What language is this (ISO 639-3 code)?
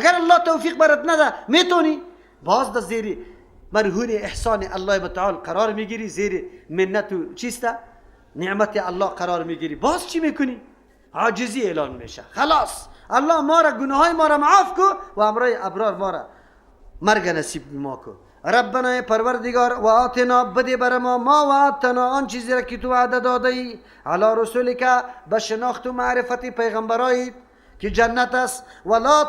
fas